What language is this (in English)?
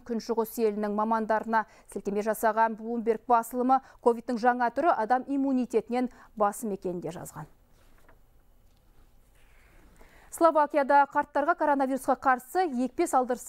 Kazakh